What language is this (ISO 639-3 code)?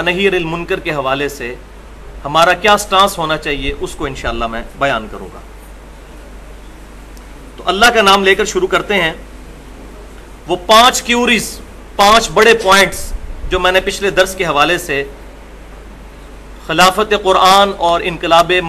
urd